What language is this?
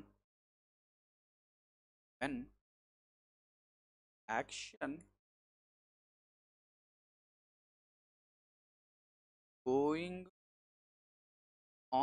Telugu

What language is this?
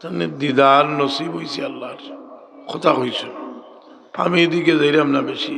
Sylheti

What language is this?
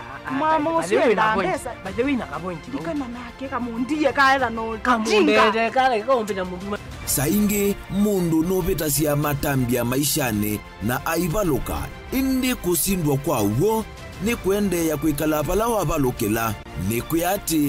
Kamba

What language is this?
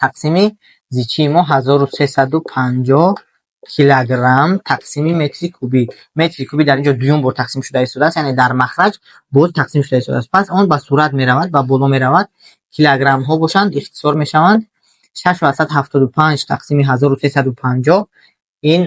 Tajik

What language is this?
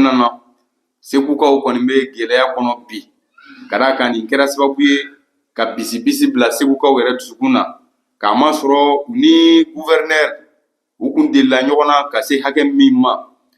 Bambara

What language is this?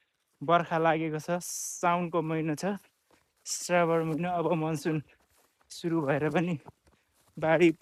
Nepali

